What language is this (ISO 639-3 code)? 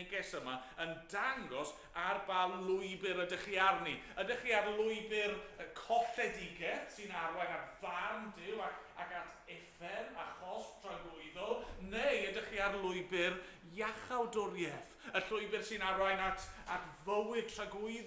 cym